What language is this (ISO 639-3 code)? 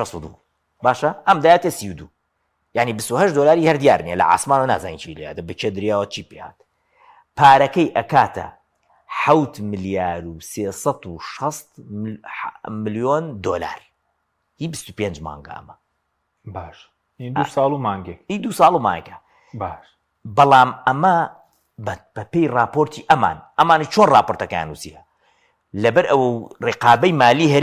ckb